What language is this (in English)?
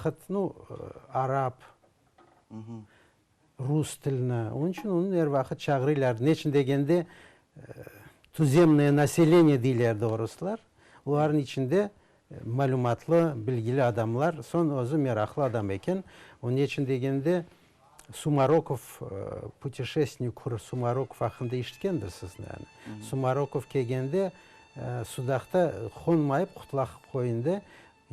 Crimean Tatar